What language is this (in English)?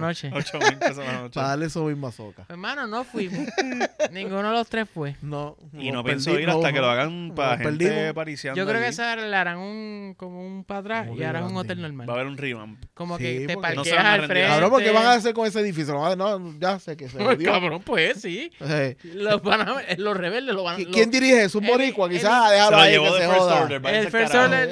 Spanish